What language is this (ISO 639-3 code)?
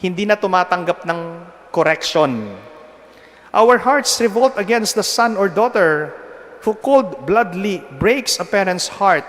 pam